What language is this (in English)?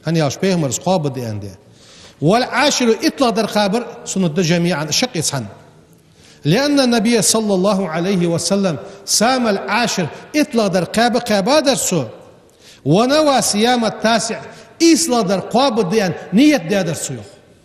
Ingush